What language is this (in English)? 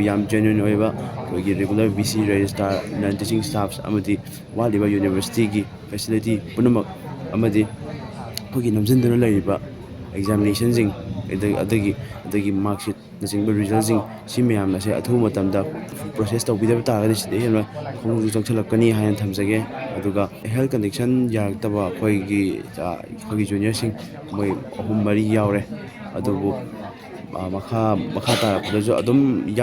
Manipuri